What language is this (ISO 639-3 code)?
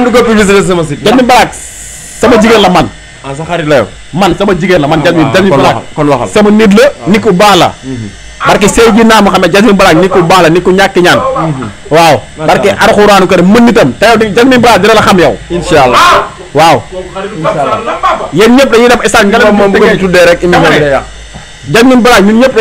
wol